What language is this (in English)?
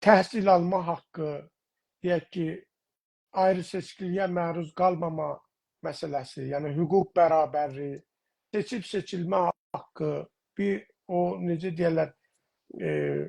South Azerbaijani